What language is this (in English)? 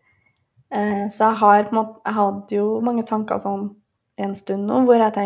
Norwegian